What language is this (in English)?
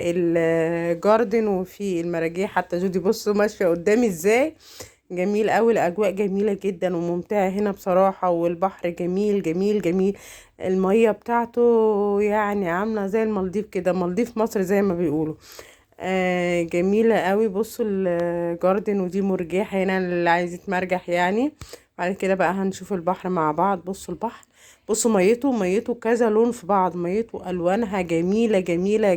Egyptian Arabic